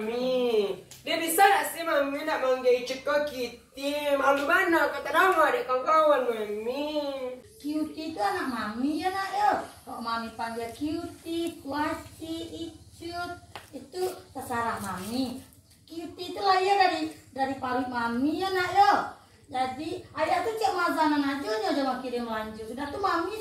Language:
Minangkabau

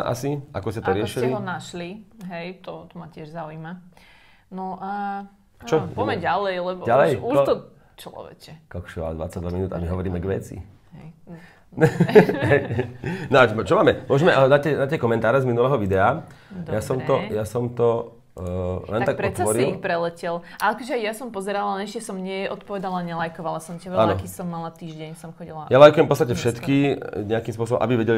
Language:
Slovak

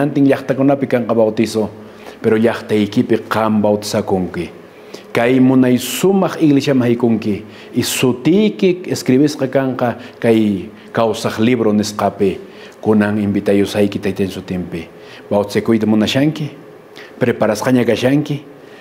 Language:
Quechua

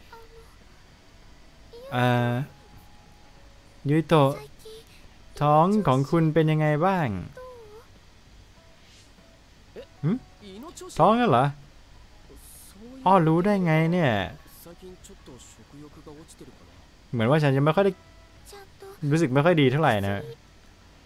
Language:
Thai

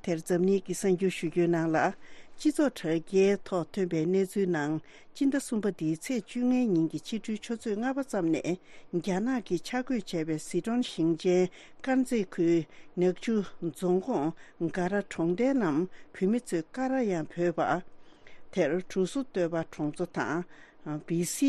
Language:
Tibetan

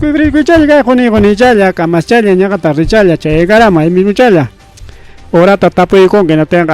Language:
Ayacucho Quechua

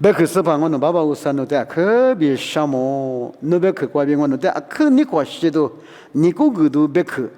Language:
Lisu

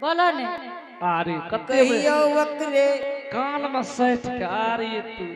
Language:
Angika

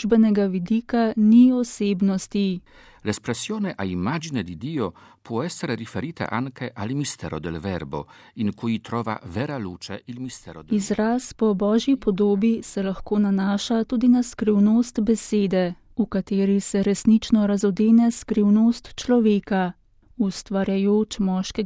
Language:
Slovenian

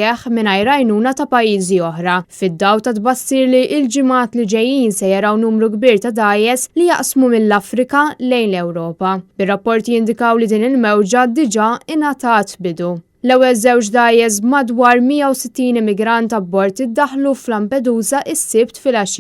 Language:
Maltese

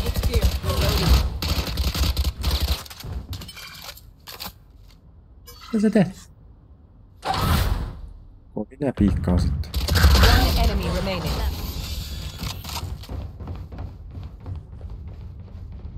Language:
Finnish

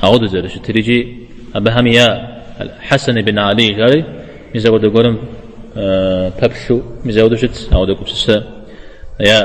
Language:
Kabardian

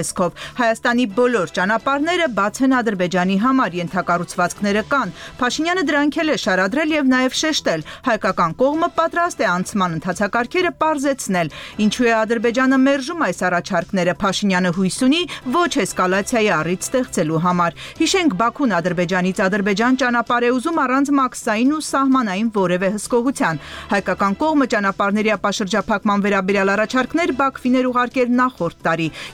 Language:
Armenian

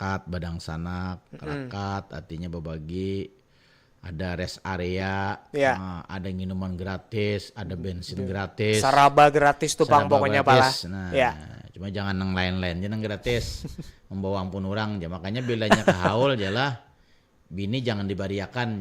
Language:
Banjar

